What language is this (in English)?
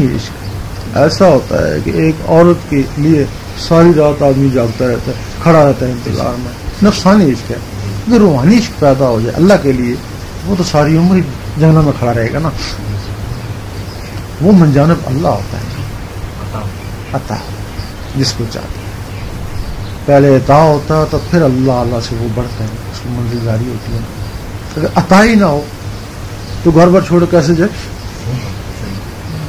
Urdu